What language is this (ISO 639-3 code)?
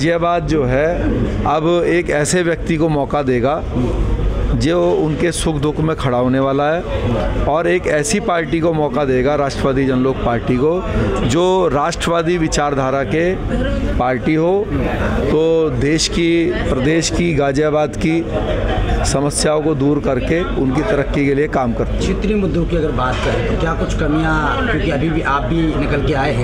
hin